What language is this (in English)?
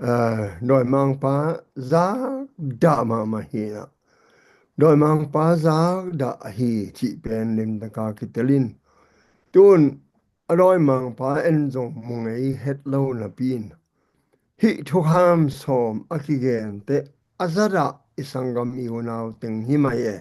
Tedim Chin